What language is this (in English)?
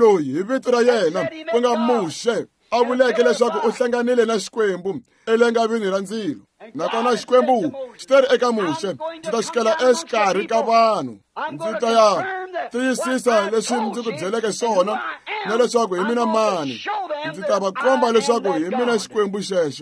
Tsonga